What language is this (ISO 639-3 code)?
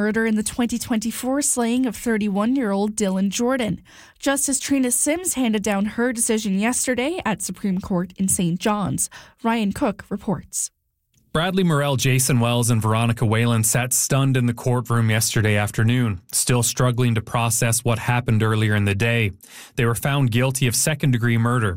eng